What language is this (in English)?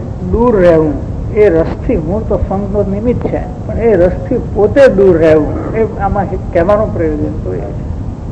Gujarati